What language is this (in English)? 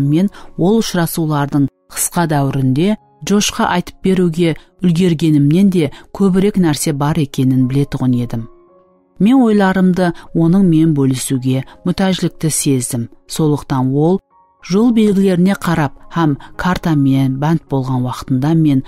Kara-Kalpak